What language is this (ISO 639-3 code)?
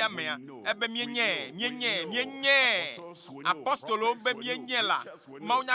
ewe